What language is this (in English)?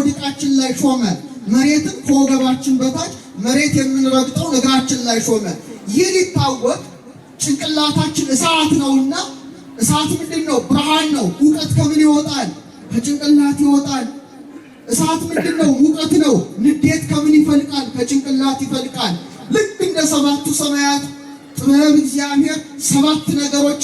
Amharic